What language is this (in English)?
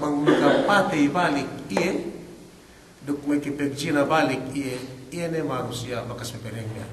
Yakan